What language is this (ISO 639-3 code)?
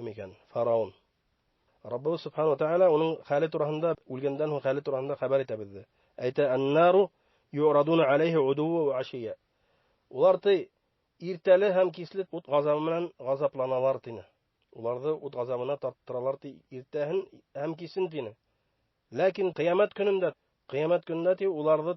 bak